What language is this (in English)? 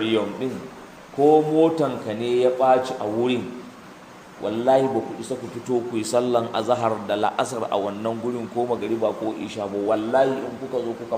Hausa